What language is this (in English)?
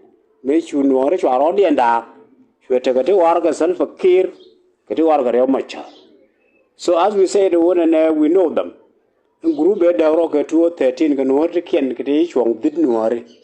Nuer